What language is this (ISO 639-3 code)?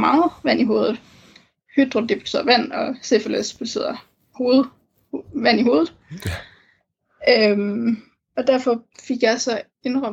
dan